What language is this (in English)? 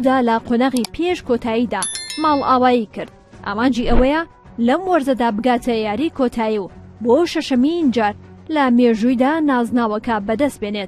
Central Kurdish